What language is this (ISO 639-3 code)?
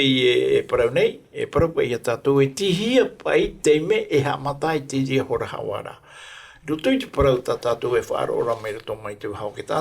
tah